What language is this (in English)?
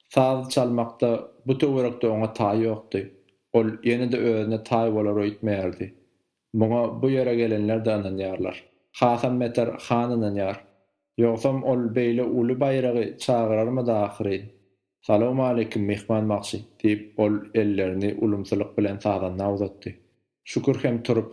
Turkmen